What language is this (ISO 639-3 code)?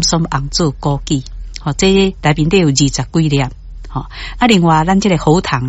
nan